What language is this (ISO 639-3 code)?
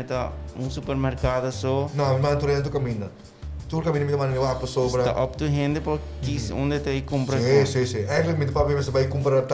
pap